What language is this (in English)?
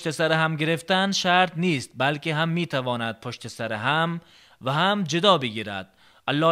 Tajik